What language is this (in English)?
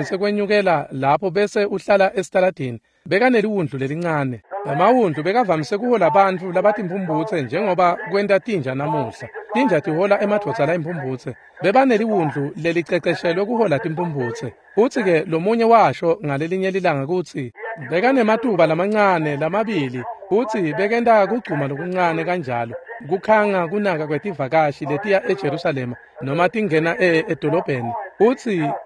Swati